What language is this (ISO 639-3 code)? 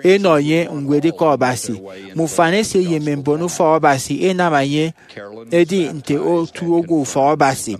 efi